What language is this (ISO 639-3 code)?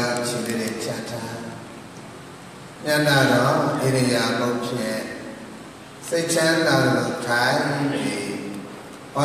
mya